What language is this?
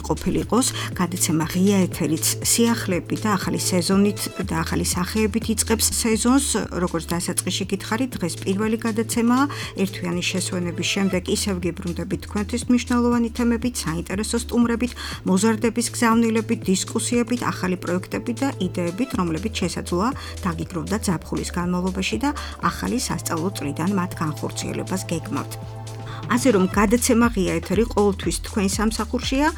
Georgian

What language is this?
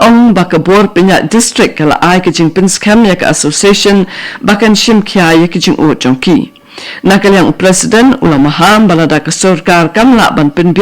Khasi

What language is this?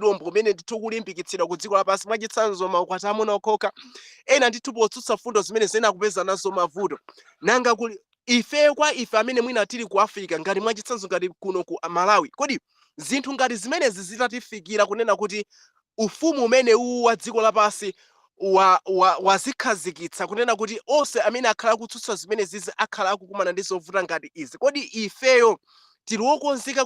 Nyanja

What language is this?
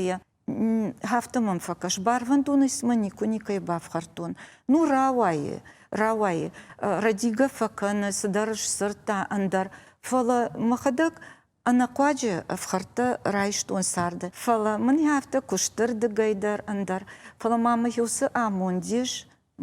Ossetic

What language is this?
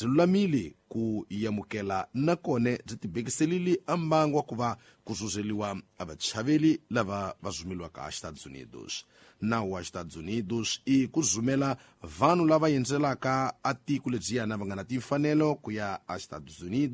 Tsonga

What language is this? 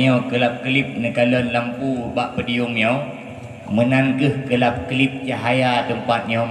Achinese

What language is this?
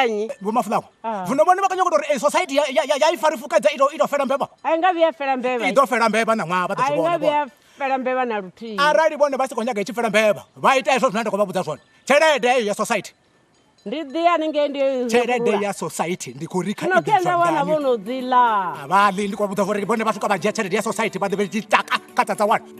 Venda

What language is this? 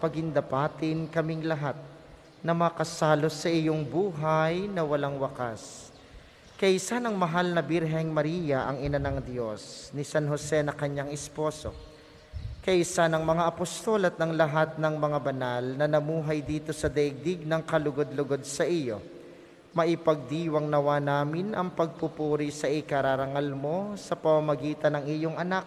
Filipino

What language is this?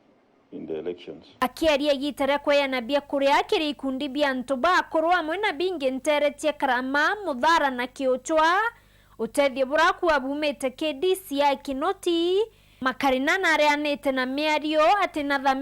Meru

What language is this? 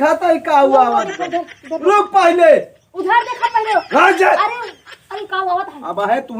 Awadhi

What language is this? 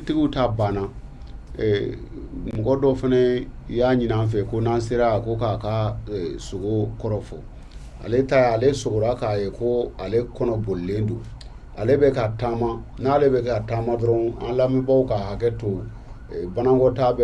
Bambara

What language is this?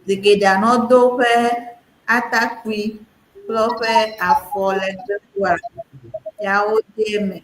Ewe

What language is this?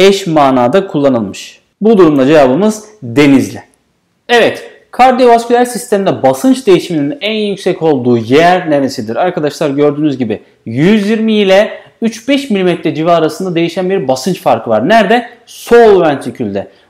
Turkish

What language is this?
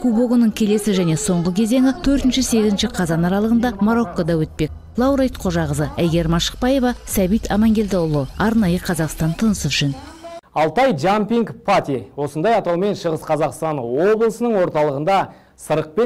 Kazakh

